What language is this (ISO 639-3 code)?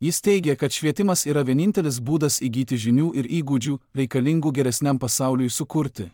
lit